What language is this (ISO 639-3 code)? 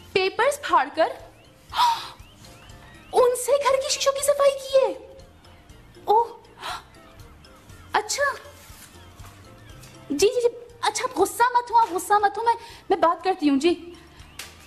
urd